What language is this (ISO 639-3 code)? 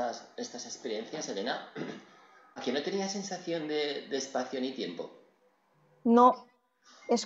spa